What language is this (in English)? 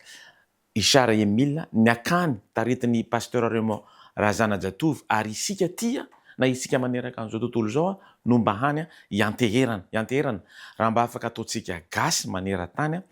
Malagasy